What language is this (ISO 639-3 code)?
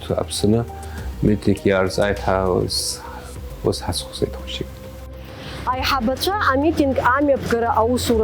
abk